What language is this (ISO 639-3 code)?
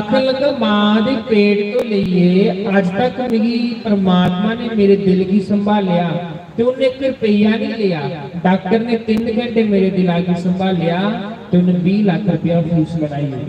doi